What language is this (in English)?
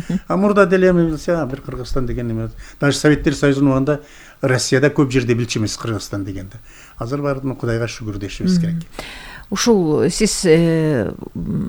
Kyrgyz